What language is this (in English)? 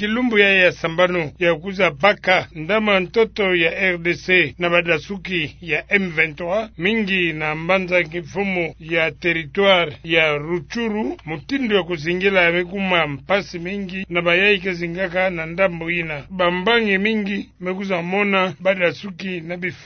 Kituba (Democratic Republic of Congo)